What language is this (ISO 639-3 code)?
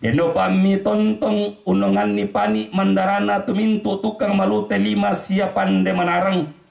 sda